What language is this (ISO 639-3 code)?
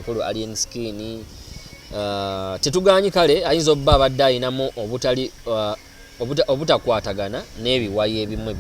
lug